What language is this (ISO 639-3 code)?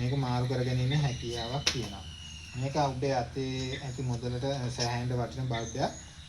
sin